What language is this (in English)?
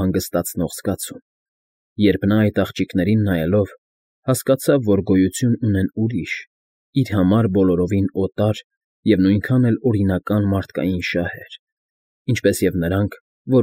Armenian